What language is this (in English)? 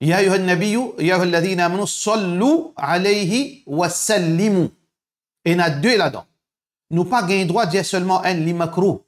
Morisyen